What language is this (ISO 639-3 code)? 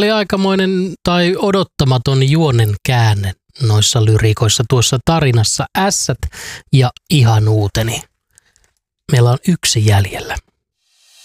fin